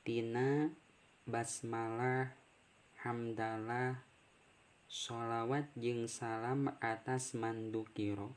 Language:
Sundanese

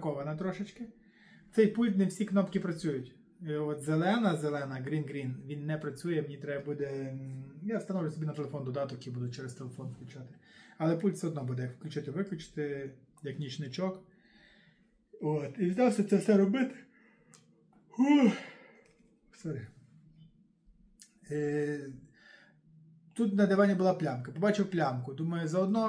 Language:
Ukrainian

